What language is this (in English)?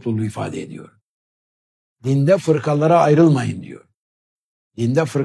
Turkish